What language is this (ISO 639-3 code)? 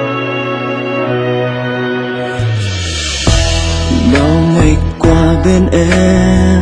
vie